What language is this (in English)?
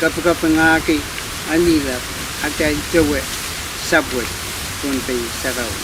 Pohnpeian